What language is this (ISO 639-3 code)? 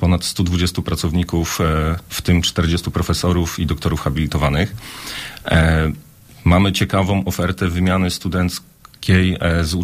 pol